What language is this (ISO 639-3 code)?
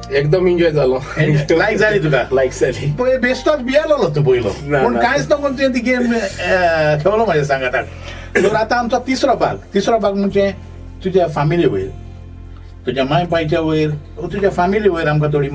kok